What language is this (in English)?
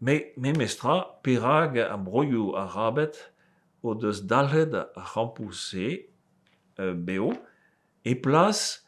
Breton